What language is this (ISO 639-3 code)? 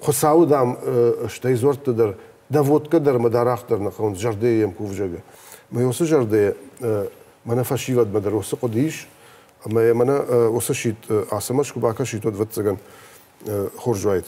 oss